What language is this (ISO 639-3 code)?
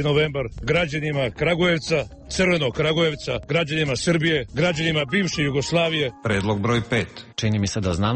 srp